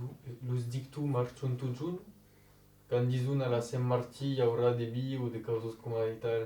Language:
Occitan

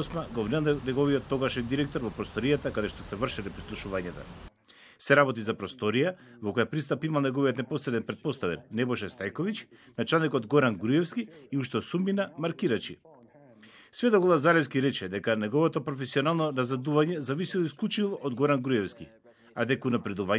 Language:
Macedonian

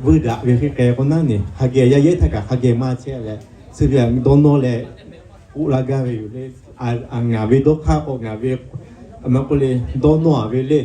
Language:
Lahu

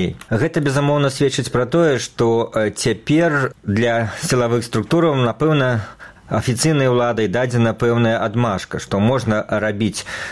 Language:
Belarusian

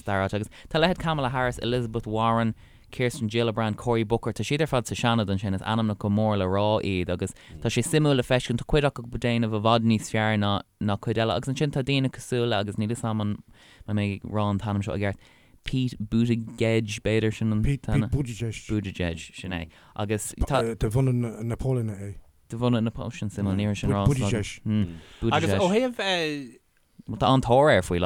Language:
Irish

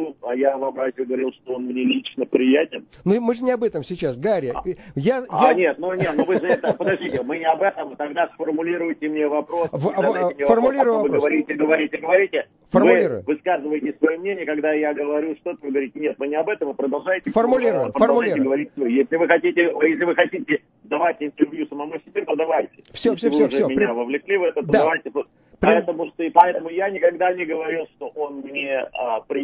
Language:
Russian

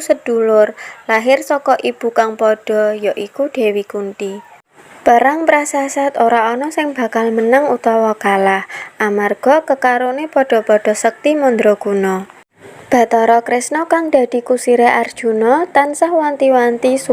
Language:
Javanese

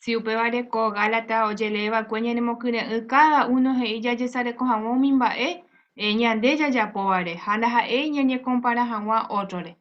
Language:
Guarani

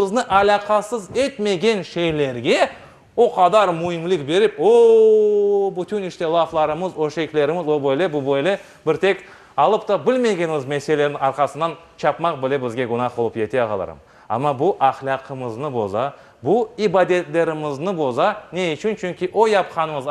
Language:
Crimean Tatar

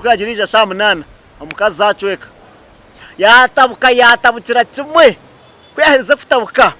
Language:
Nyankole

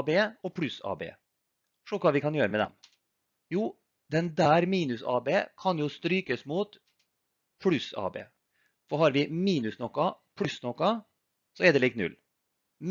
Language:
Norwegian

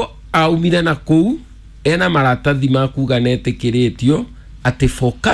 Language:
Kikuyu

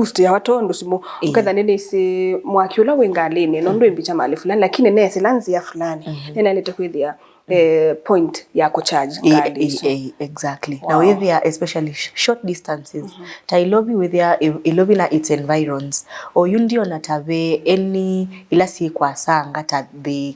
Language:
Kamba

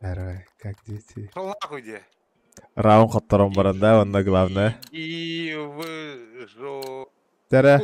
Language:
Yakut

